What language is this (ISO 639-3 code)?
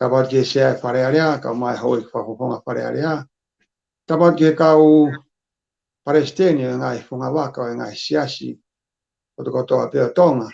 ton